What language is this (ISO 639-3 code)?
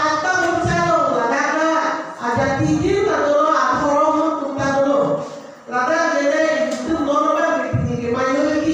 mjw